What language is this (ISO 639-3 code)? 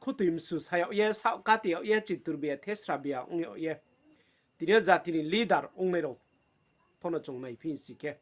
ria